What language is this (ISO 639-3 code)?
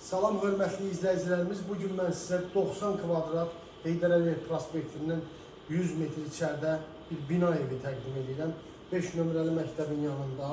aze